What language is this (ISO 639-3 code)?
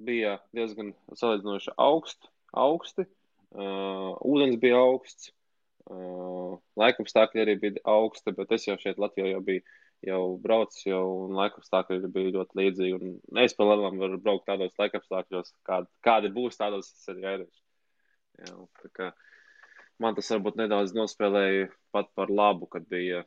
lav